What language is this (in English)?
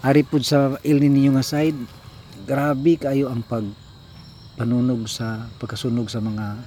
Cebuano